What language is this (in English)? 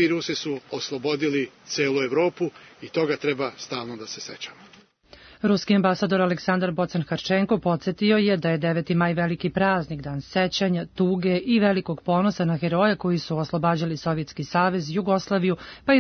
Serbian